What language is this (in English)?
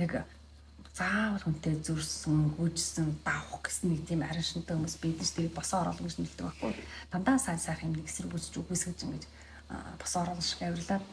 Mongolian